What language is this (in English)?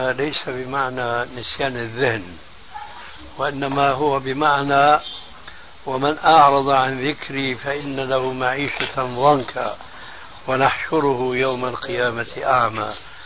Arabic